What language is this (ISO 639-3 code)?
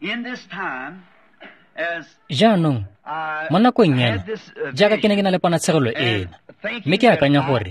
tsn